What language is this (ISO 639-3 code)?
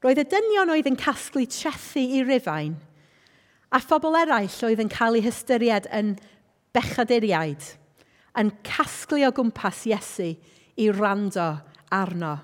cym